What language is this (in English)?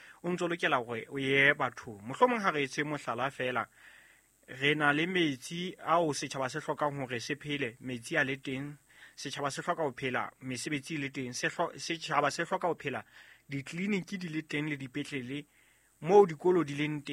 Southern Sotho